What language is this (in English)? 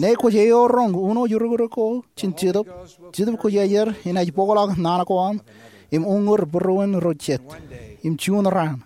Marshallese